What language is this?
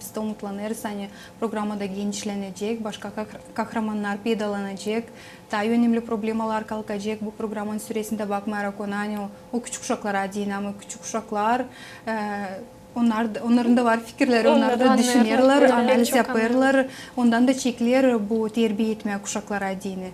Gagauz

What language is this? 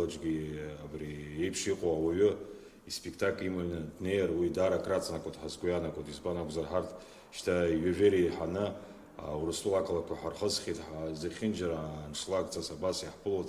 Abkhazian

